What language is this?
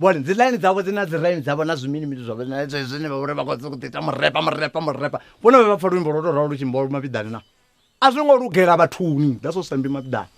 Venda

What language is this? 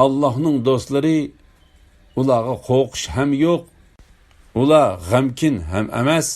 Uyghur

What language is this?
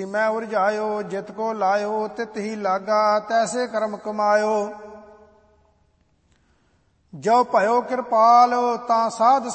Punjabi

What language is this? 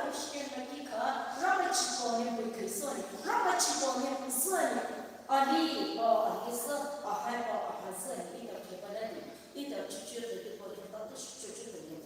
Poumei Naga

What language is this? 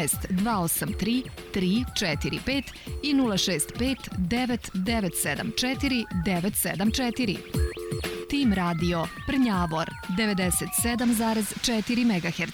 Serbian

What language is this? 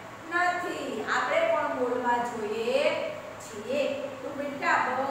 Gujarati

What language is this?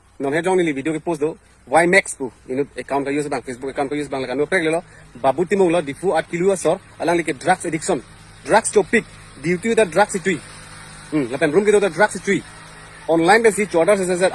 Karbi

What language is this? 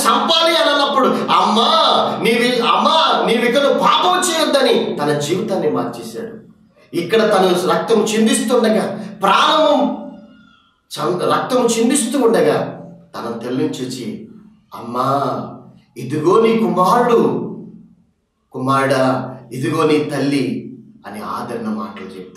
Telugu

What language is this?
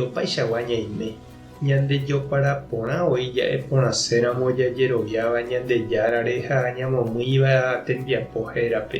Guarani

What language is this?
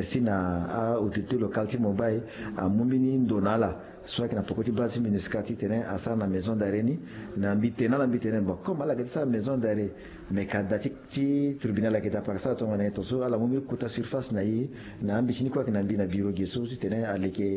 Sango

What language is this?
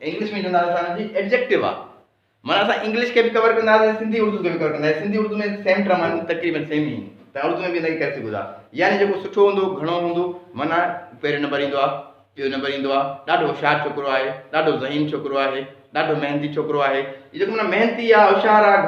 Sindhi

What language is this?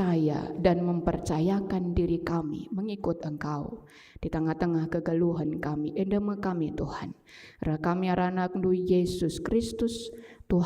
Batak Karo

